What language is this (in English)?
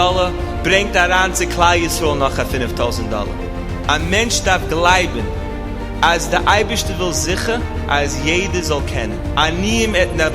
Yiddish